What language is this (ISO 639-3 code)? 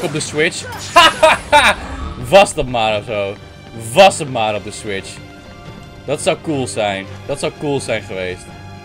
nld